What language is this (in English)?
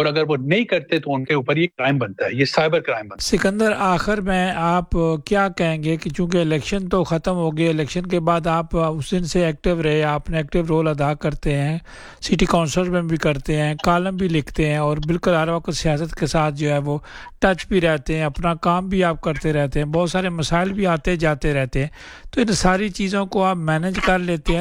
Urdu